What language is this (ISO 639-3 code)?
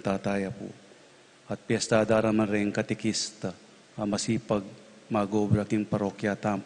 pam